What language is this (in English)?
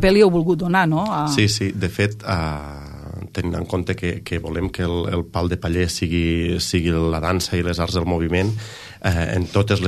Catalan